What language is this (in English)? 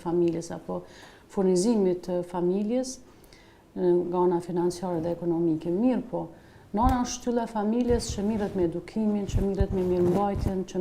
Albanian